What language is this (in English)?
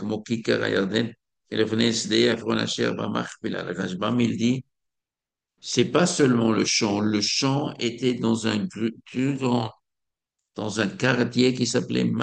French